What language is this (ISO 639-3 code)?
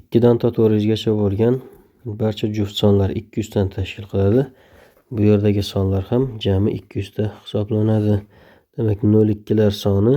uzb